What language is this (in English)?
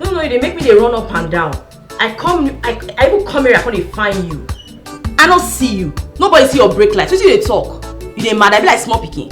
Nigerian Pidgin